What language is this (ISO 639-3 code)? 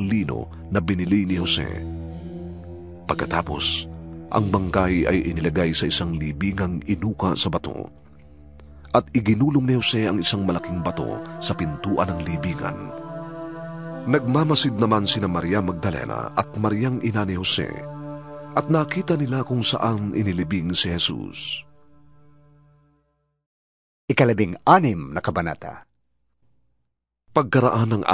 fil